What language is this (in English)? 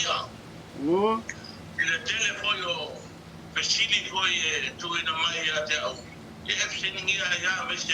Samoan